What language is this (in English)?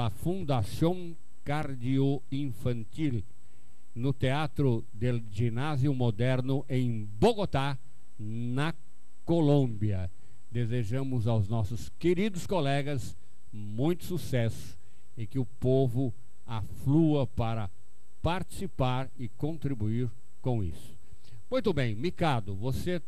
Portuguese